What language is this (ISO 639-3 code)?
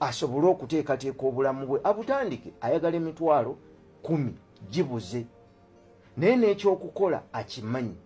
lug